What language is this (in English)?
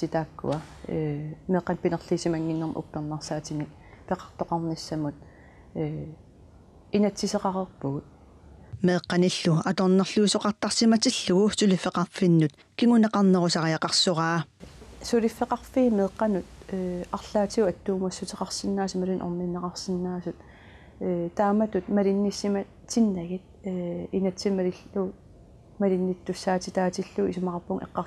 Kalaallisut